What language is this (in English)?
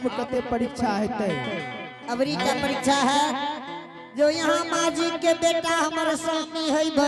Angika